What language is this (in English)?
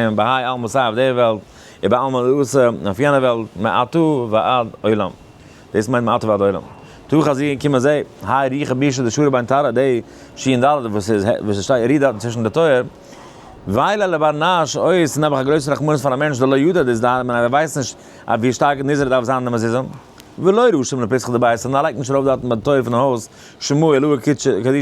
Yiddish